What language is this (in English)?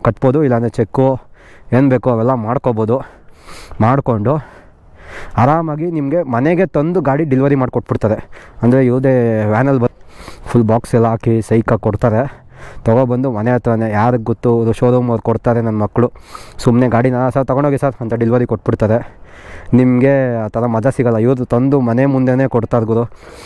Kannada